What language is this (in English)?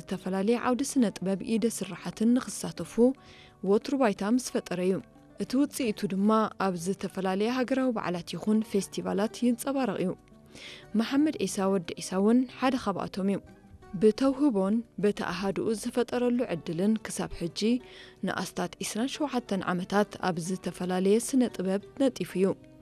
Tigrinya